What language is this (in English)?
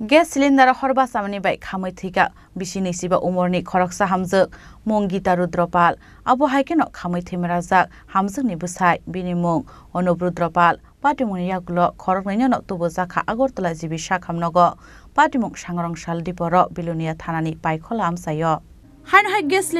Kok Borok